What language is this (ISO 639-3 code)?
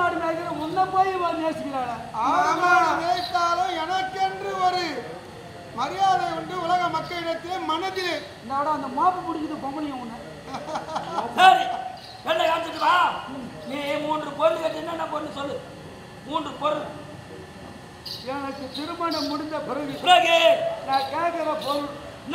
tam